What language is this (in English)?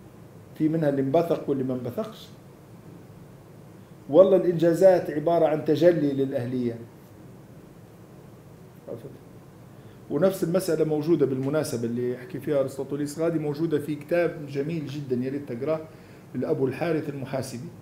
Libyan Arabic